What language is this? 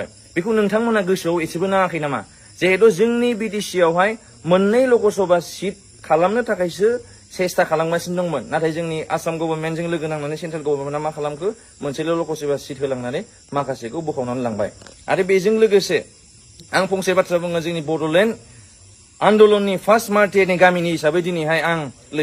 Bodo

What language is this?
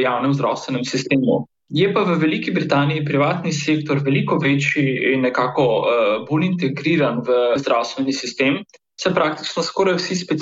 Slovenian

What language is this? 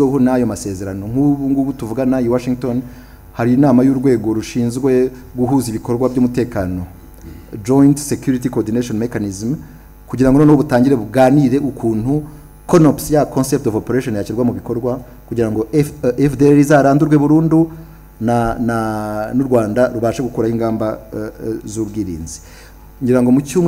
Kinyarwanda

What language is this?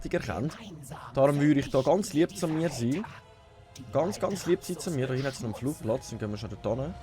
Swiss German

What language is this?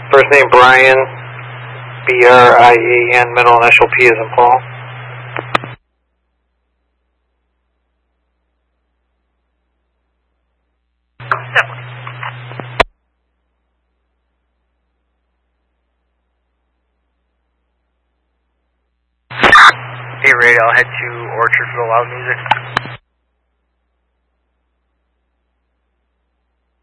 English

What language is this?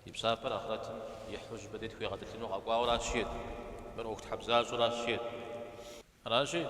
Kabardian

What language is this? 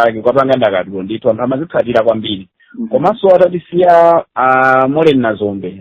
Nyanja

